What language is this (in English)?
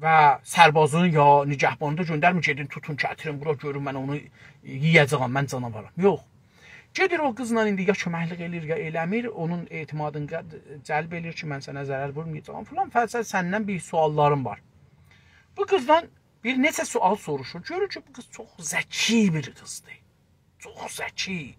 South Azerbaijani